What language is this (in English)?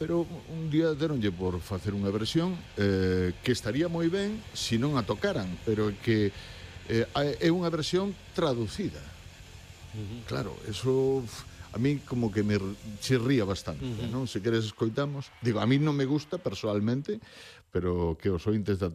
Galician